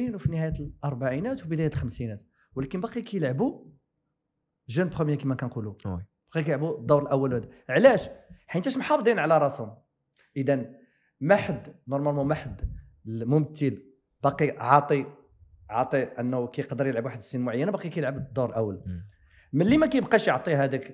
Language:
Moroccan Arabic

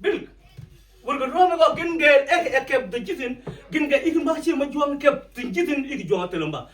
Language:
Mabaan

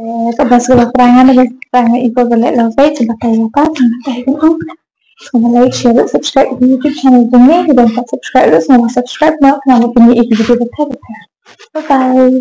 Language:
Khasi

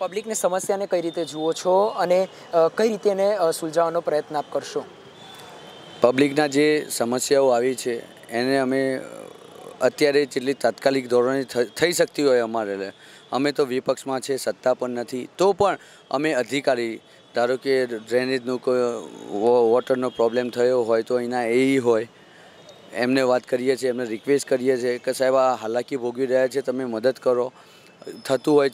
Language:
Gujarati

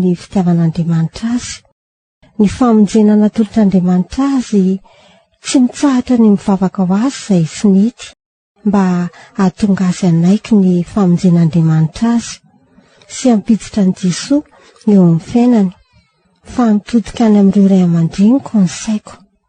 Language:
Malagasy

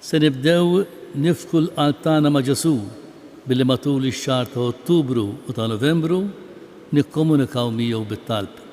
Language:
Maltese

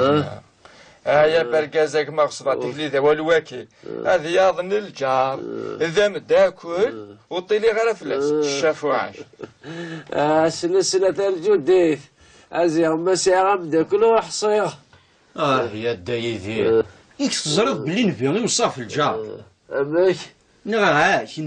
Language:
Kabyle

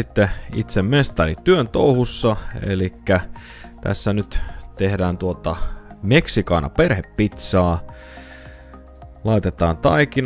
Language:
Finnish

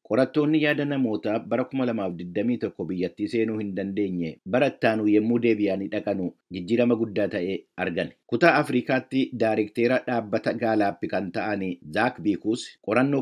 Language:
Oromo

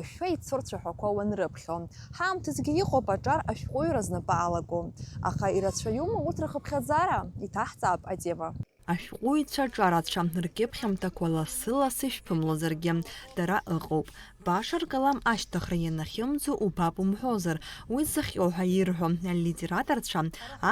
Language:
Abkhazian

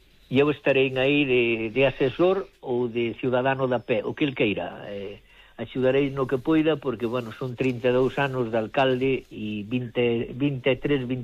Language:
Galician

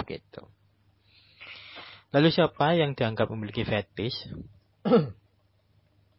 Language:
Indonesian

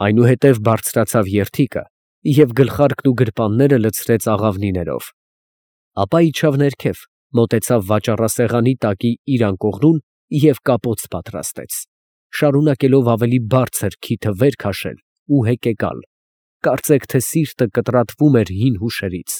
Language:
Armenian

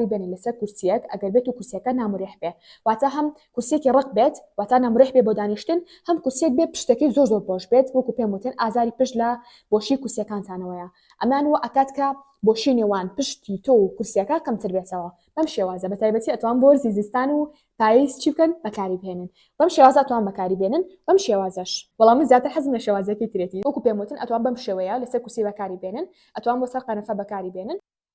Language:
Central Kurdish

